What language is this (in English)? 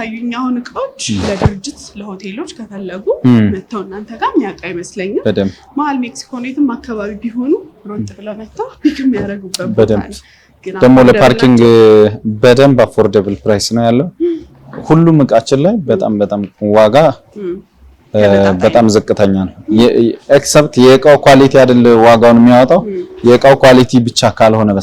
Amharic